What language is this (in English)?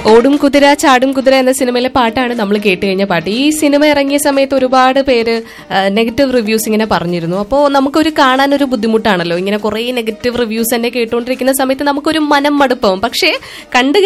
Malayalam